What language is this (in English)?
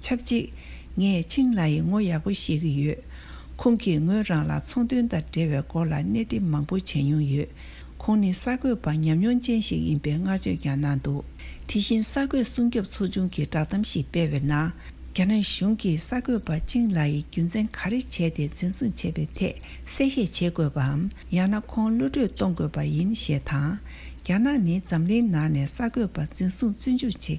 Tibetan